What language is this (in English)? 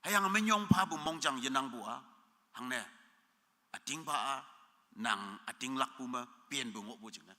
Konyak Naga